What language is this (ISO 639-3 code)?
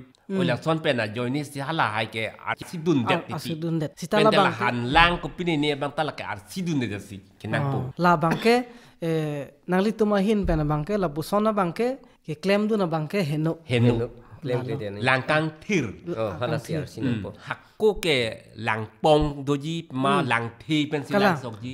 mjw